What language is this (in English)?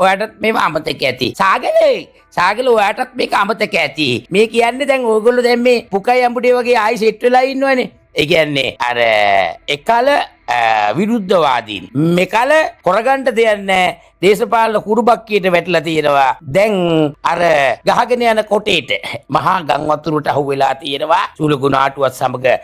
Sinhala